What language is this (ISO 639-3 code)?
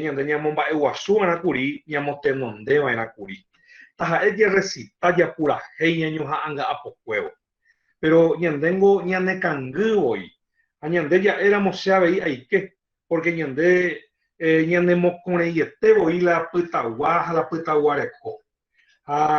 grn